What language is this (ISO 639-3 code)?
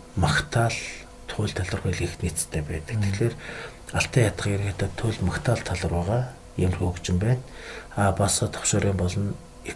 mon